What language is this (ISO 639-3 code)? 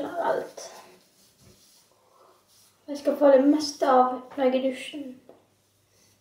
nor